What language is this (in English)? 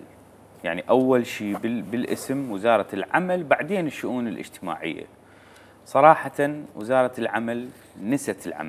Mesopotamian Arabic